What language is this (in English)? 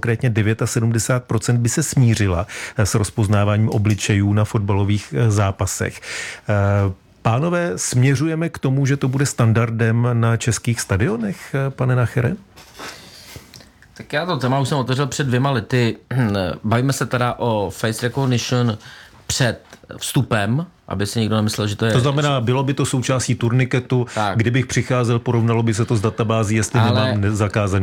Czech